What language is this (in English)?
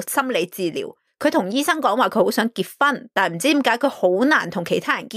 Cantonese